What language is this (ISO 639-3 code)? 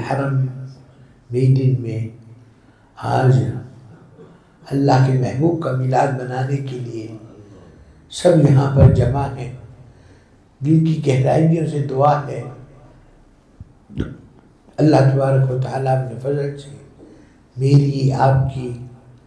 urd